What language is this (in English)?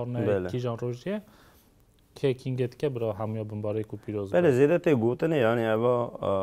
Kurdish